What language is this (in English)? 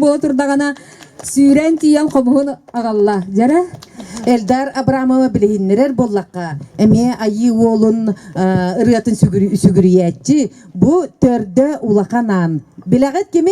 Yakut